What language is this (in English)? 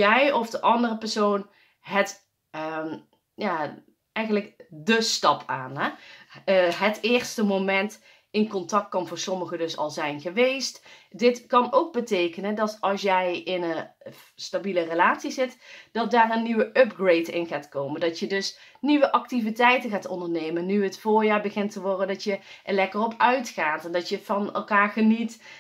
Dutch